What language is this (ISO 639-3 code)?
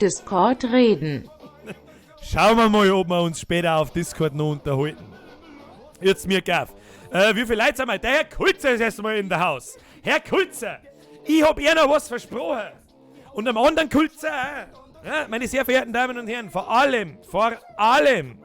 bar